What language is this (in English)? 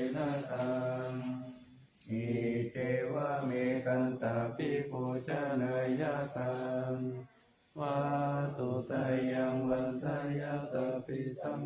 Pali